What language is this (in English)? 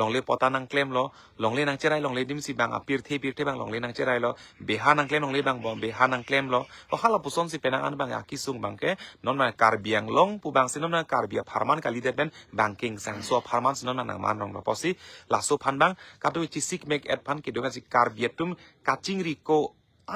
Karbi